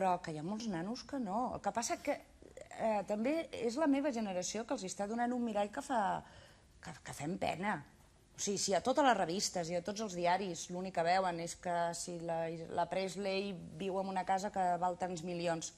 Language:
Catalan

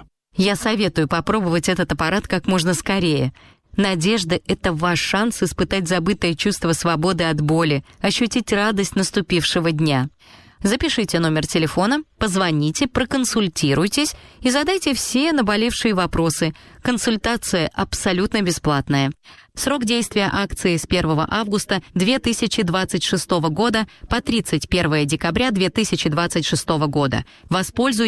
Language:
Russian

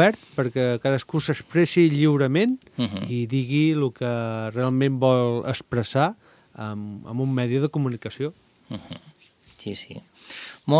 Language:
Catalan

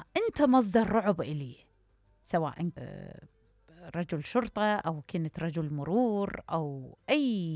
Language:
Mesopotamian Arabic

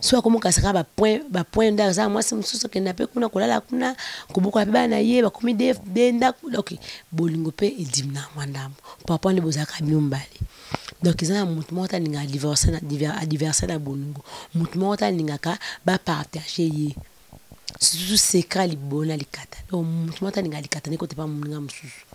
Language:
Lingala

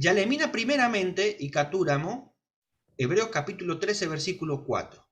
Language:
Guarani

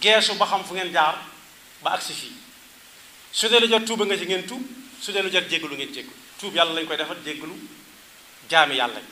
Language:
Wolof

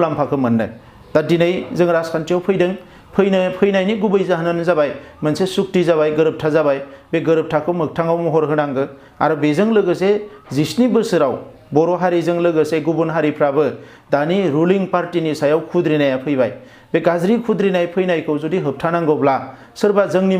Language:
Bodo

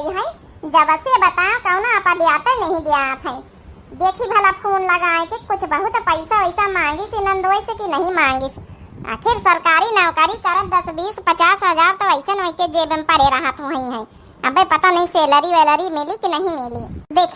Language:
Awadhi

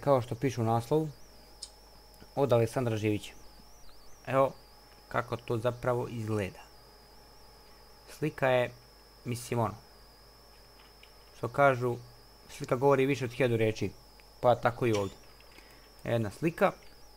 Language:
Croatian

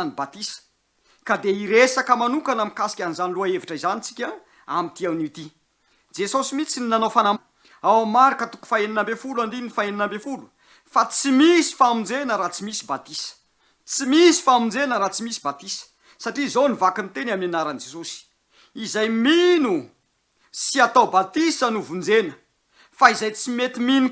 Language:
Malagasy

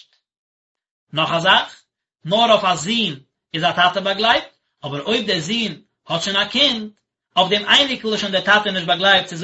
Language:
Yiddish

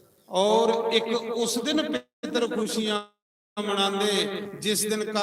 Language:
Dogri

